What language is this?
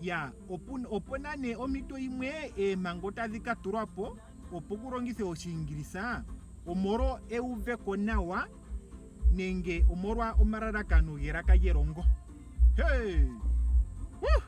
Ndonga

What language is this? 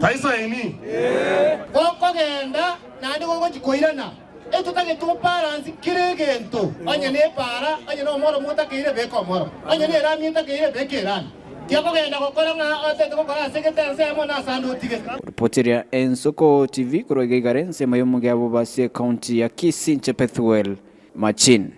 Gusii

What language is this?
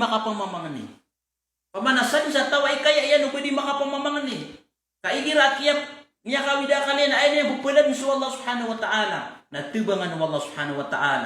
Maranao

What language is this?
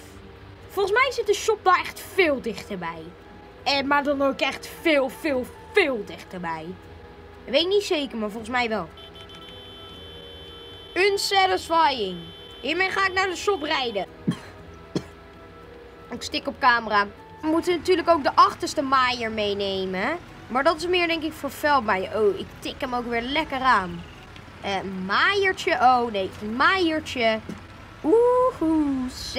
Dutch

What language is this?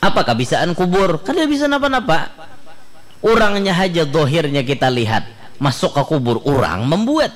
Banjar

